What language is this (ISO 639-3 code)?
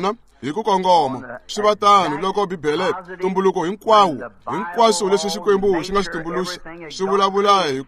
tso